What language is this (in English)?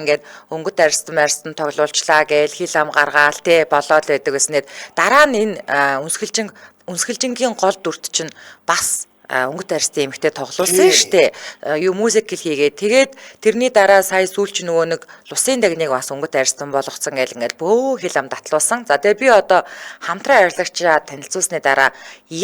Mongolian